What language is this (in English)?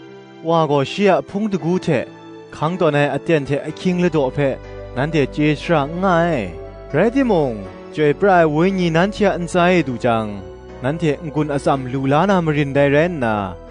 Kachin